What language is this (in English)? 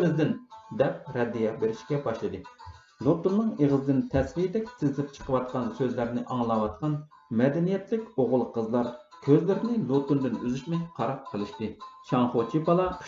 Uyghur